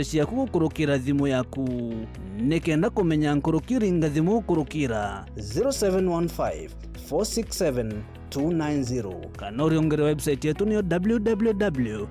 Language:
Meru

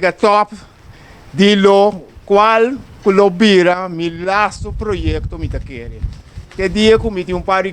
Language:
Papiamento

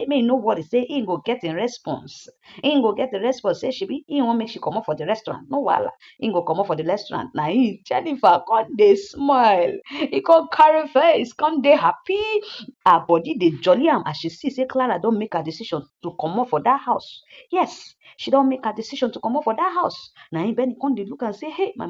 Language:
Nigerian Pidgin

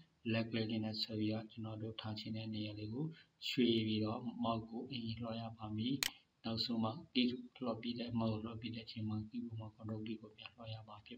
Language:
Burmese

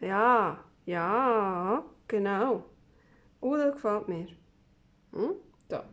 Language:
Swiss German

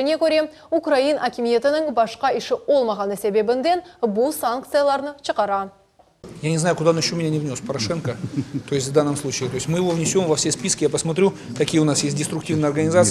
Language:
Crimean Tatar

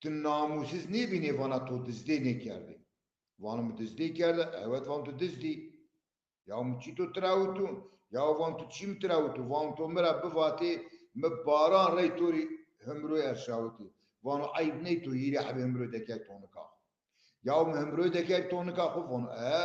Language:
Zaza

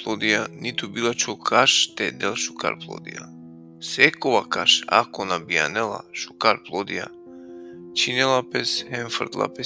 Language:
Balkan Romani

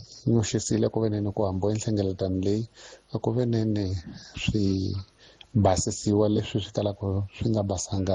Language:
Tsonga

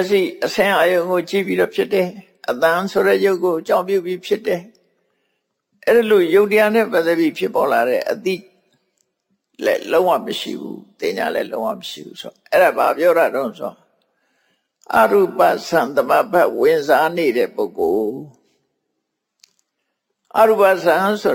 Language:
Burmese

